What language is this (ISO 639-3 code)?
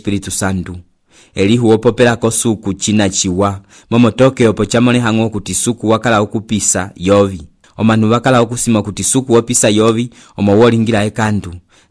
umb